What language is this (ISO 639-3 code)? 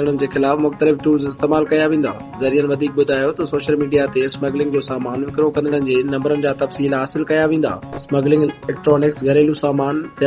snd